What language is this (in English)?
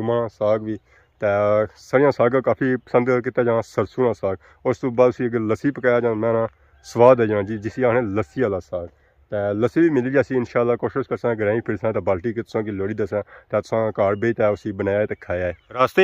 Pahari-Potwari